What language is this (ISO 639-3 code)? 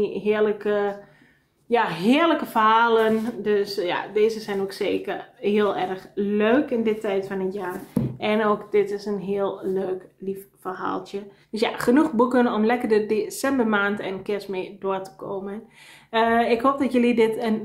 nld